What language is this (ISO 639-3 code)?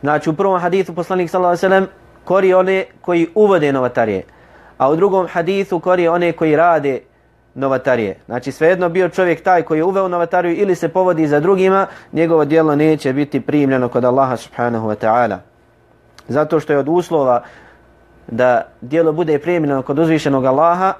bos